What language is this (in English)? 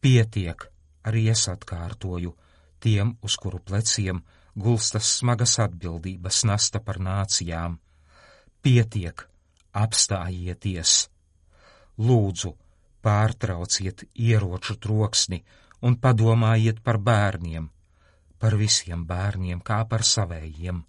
Latvian